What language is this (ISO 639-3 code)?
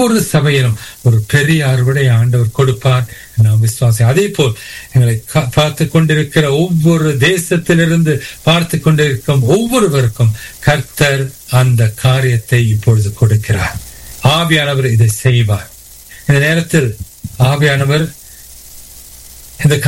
tam